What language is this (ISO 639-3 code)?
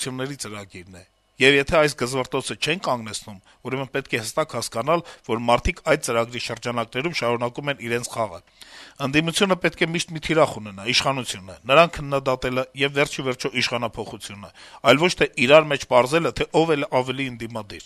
hye